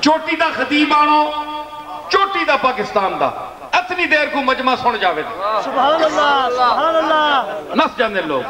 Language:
Western Panjabi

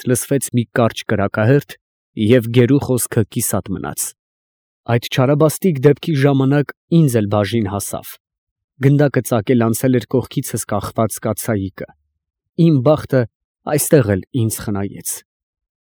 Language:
Armenian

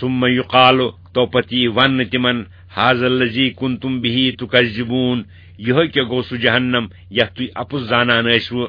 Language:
Kashmiri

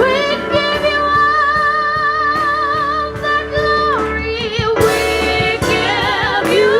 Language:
Northern Sotho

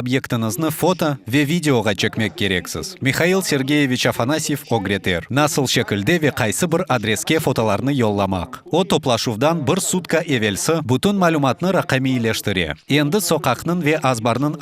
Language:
Crimean Tatar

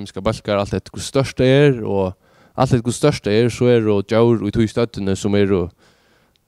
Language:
Faroese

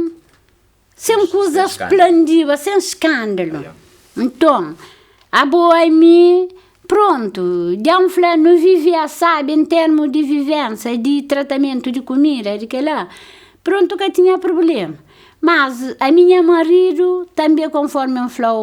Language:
Kabuverdianu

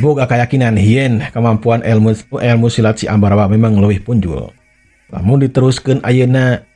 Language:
Sundanese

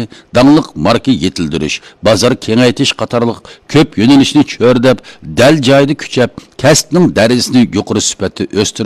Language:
Uyghur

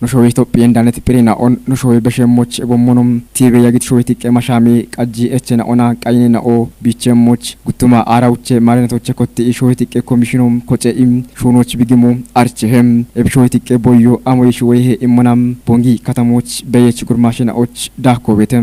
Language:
Kafa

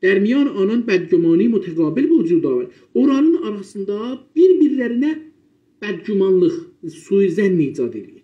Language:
South Azerbaijani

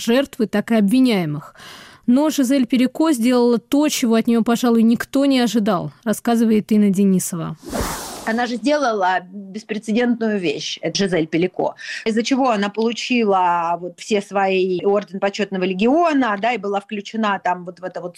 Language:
Russian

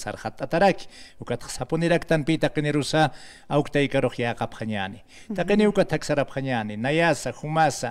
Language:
Aymara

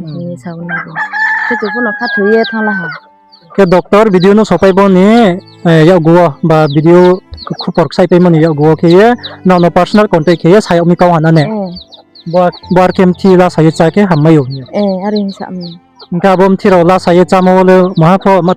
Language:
Riang (India)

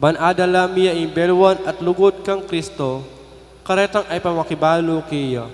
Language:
Pampanga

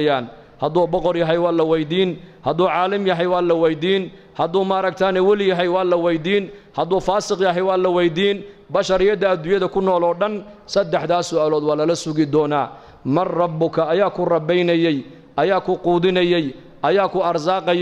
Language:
Somali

